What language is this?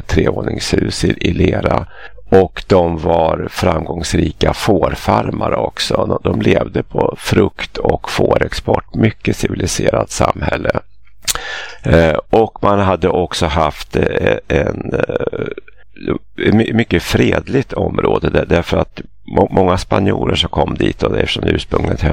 Swedish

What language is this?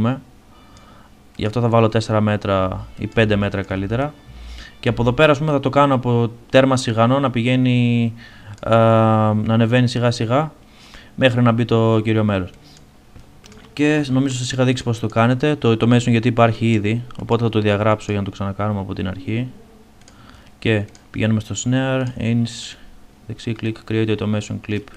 Greek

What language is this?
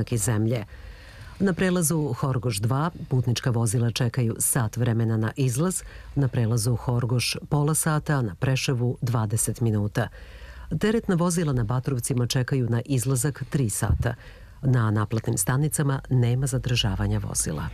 Serbian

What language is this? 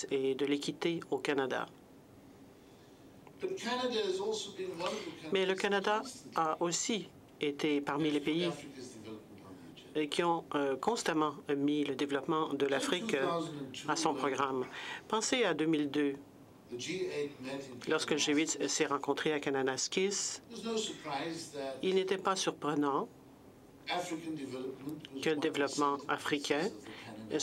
French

